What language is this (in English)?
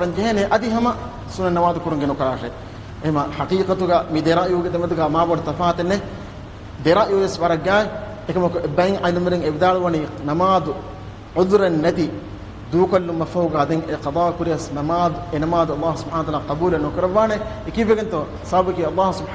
Divehi